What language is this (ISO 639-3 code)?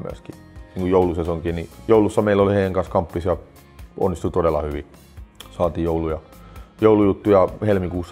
fin